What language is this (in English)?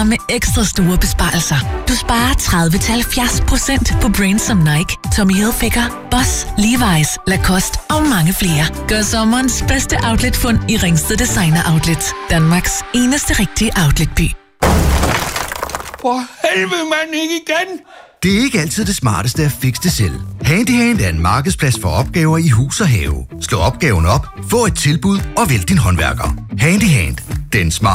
Danish